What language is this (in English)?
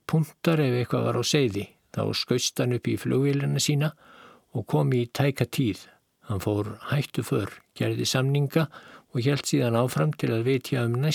Icelandic